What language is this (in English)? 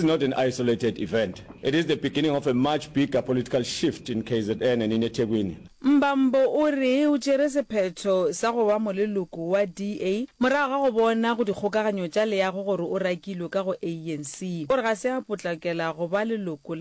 Northern Sotho